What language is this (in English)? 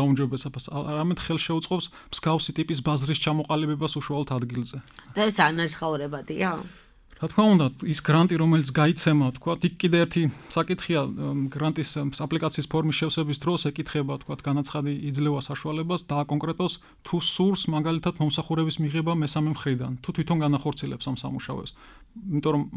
Georgian